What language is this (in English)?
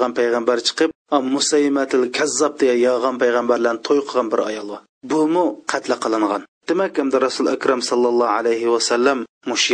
Uyghur